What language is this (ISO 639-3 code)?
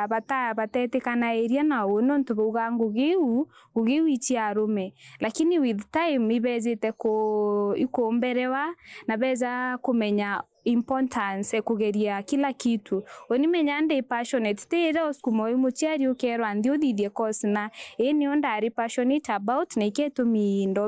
mer